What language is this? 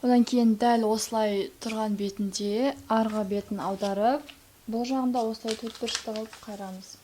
Kazakh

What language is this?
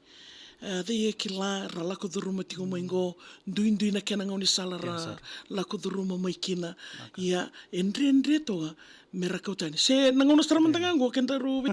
Fijian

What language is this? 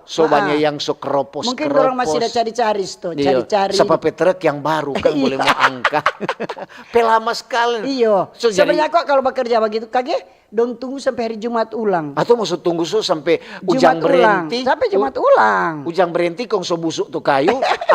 Manado Malay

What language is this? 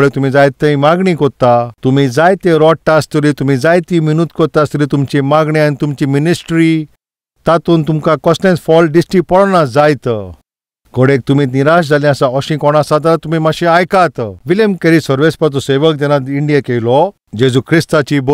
Konkani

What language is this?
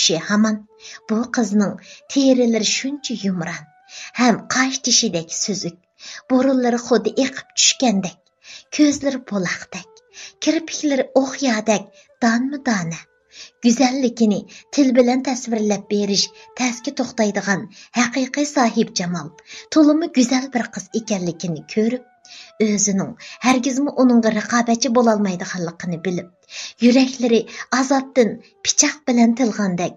Uyghur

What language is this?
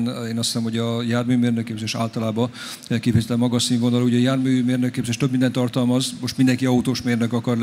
Hungarian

